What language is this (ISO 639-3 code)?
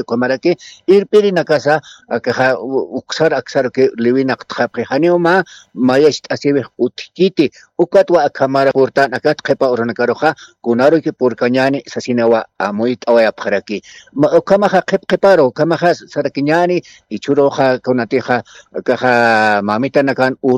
aym